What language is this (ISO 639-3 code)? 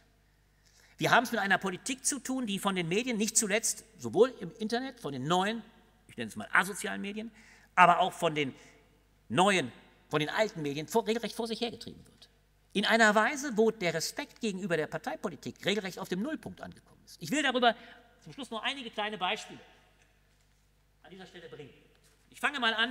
deu